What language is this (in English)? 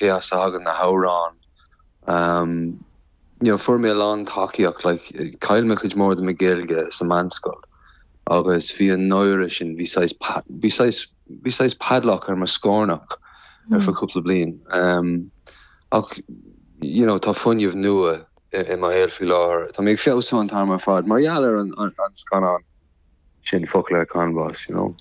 Irish